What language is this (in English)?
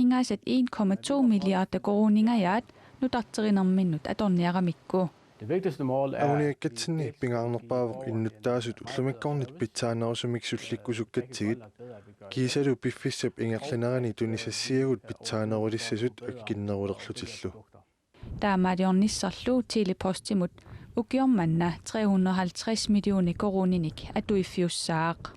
Kalaallisut